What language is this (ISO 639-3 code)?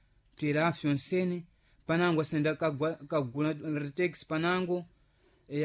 seh